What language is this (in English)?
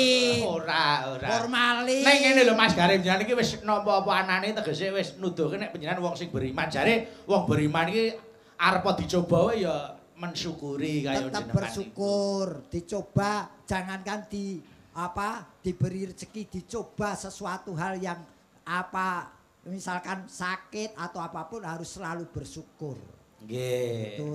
Javanese